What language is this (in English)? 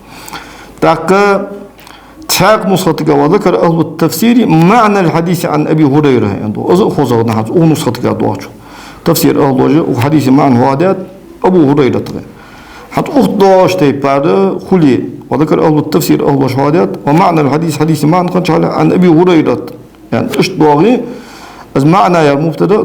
Ingush